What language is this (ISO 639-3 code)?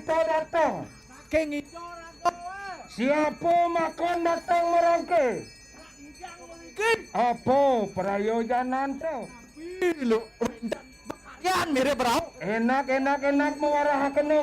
ban